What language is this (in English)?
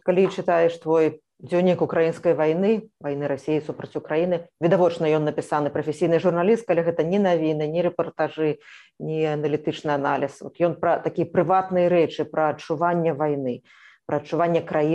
Belarusian